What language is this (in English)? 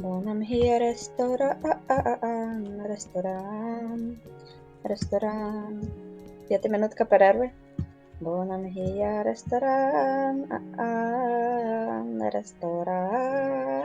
Rusyn